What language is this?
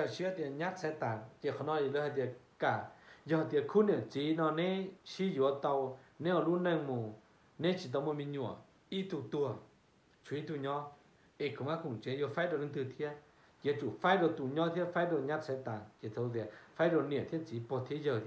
Hmong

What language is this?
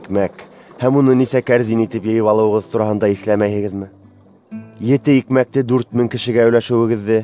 Bashkir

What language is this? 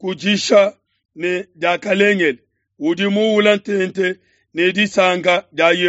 Luba-Lulua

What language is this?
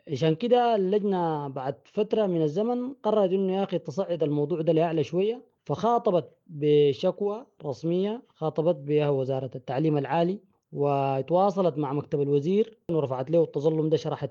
Sudanese Arabic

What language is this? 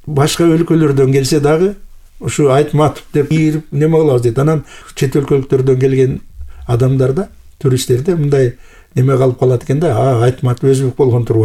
Kyrgyz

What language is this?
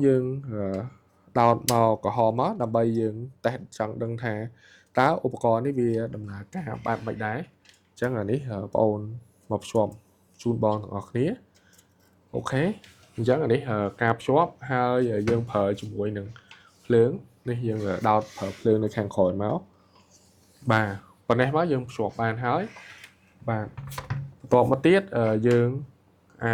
Khmer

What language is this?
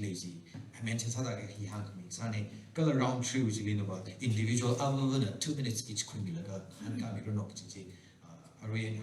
Tangkhul Naga (India)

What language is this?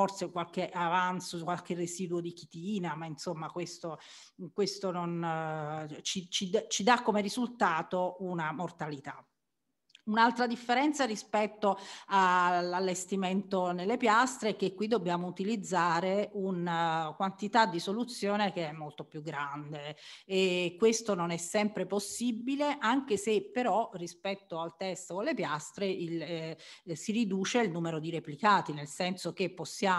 Italian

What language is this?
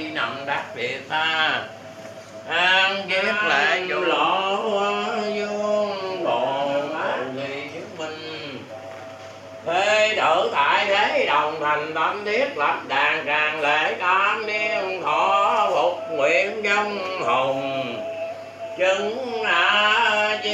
Vietnamese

